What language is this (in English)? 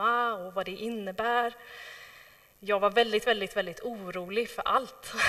Swedish